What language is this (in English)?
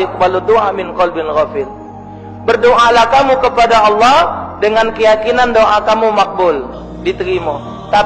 Musi